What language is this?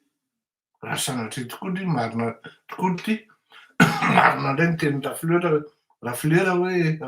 Malagasy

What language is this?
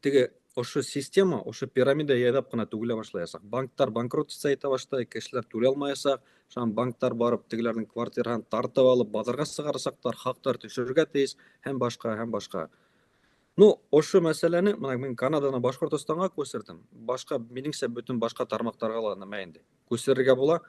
Bashkir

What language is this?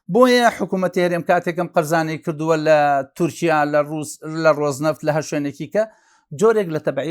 Central Kurdish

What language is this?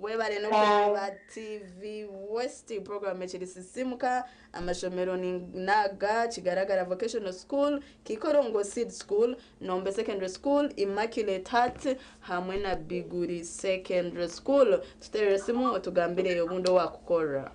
Nyankole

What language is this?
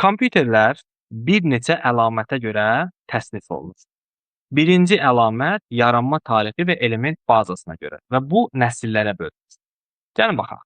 Azerbaijani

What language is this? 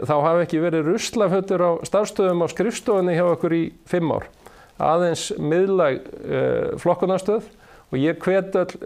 Icelandic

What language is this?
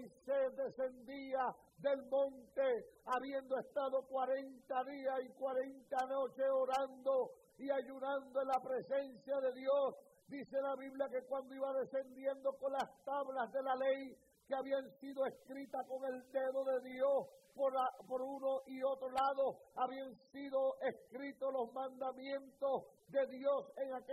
Spanish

